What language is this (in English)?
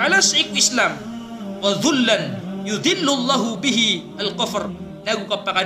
Maranao